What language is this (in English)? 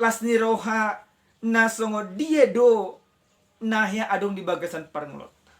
Batak Toba